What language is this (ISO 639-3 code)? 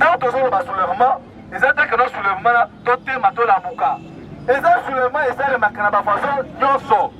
lin